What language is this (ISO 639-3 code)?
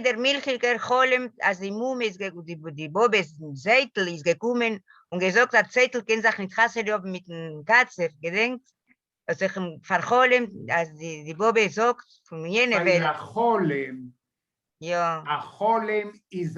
yid